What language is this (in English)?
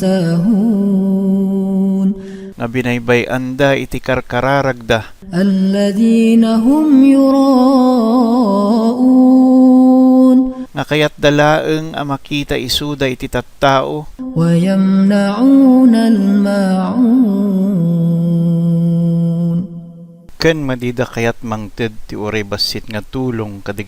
Iloko